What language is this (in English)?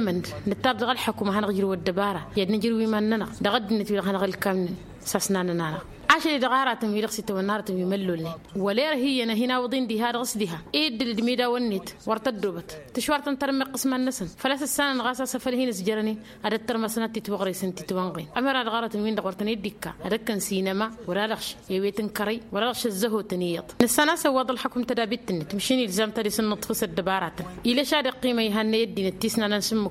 Tamasheq